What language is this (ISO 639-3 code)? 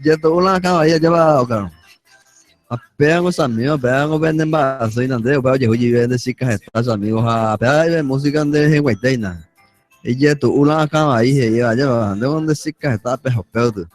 grn